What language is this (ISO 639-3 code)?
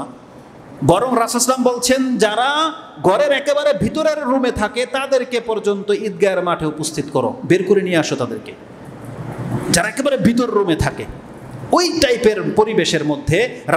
ben